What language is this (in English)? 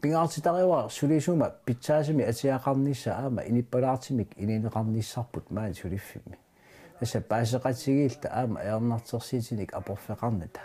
Kalaallisut